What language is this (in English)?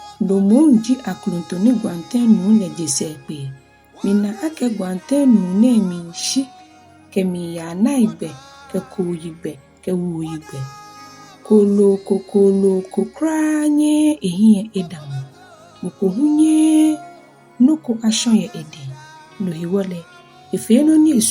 Ga